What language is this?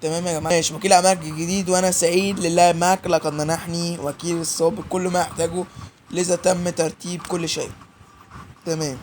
Egyptian Arabic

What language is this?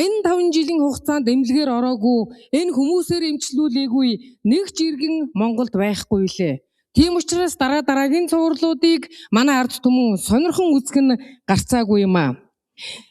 Mongolian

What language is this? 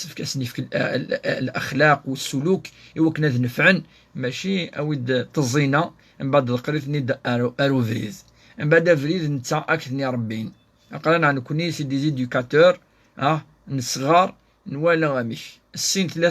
Kabyle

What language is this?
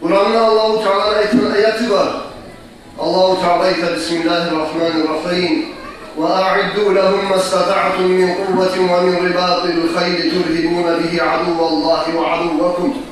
Kumyk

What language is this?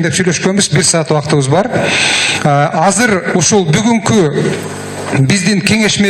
Kyrgyz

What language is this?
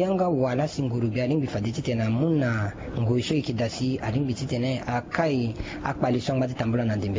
Sango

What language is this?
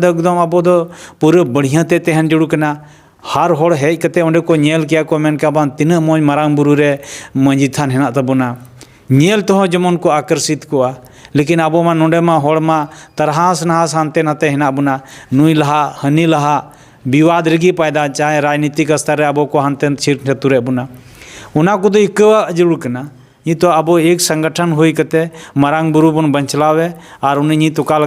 Santali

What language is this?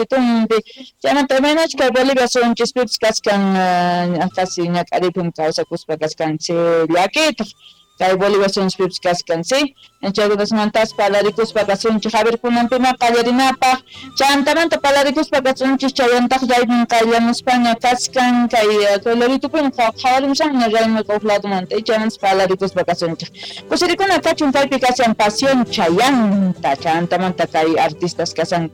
South Bolivian Quechua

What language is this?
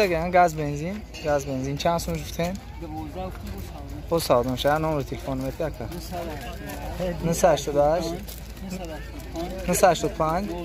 Tajik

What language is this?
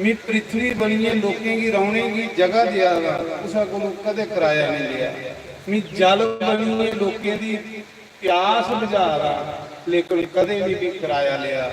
Dogri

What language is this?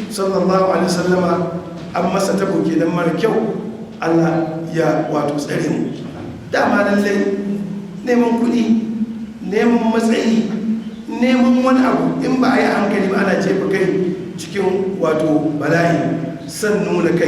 Hausa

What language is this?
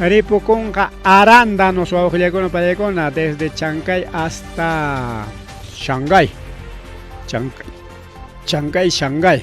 Ayacucho Quechua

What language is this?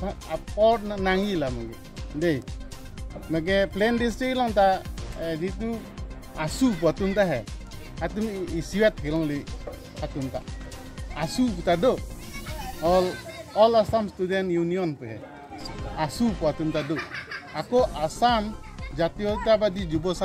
Karbi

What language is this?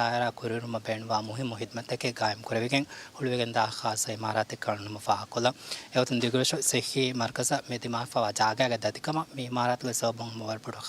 Divehi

